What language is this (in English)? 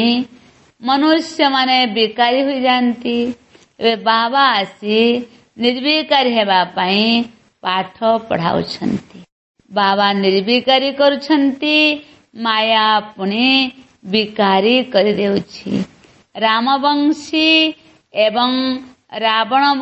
Odia